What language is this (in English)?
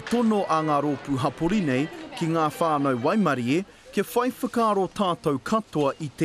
Māori